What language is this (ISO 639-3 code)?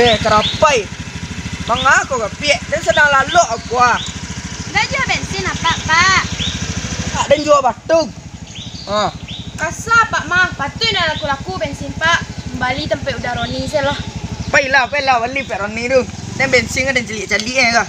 min